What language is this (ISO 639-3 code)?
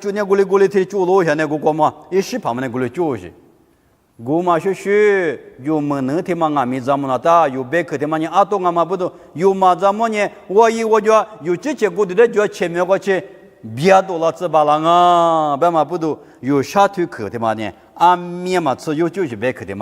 lis